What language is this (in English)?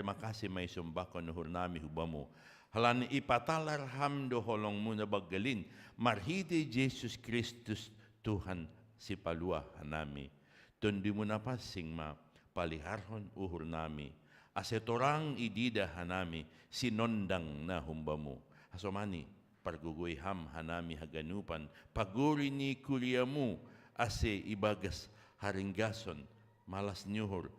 Batak Simalungun